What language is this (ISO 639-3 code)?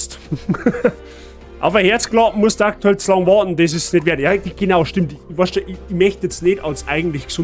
bar